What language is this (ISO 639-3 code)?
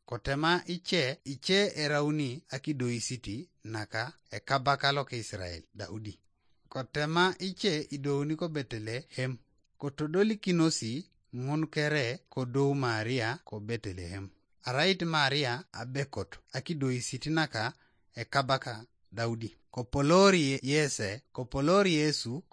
teo